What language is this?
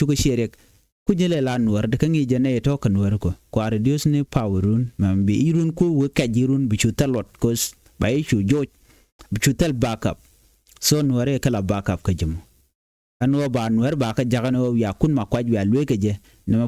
Nuer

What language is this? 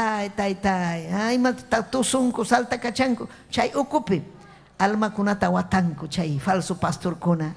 Ayacucho Quechua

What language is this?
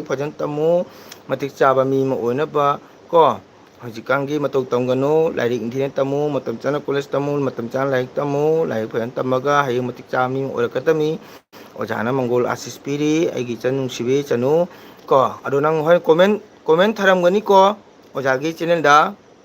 Manipuri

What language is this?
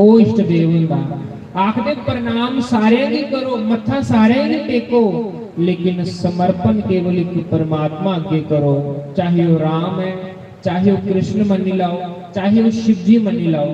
Dogri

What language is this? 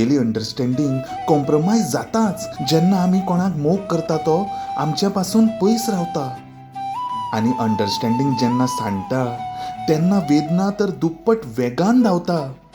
Konkani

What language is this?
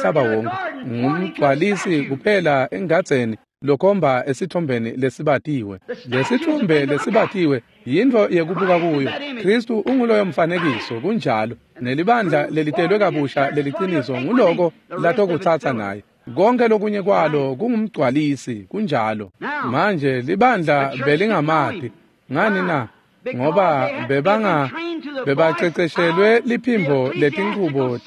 Swati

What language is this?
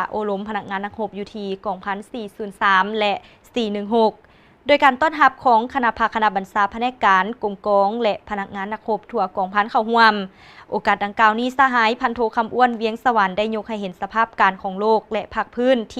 Lao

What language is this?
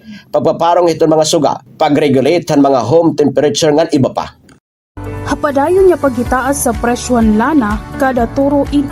Waray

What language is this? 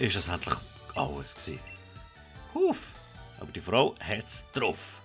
Swiss German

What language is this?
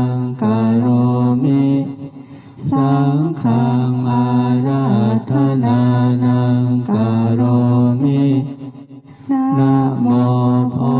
Pali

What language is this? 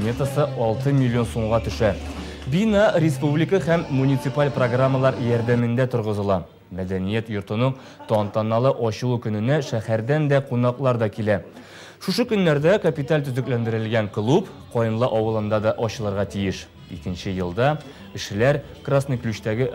Tatar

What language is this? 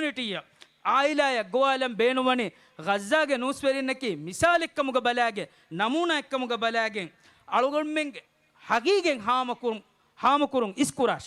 Divehi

